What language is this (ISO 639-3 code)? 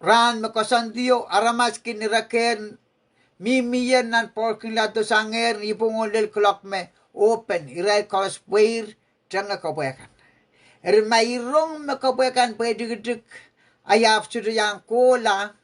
pon